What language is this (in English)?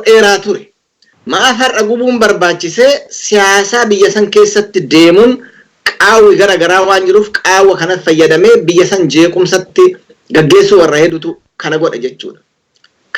Oromo